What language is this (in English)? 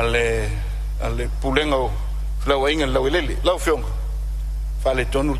Samoan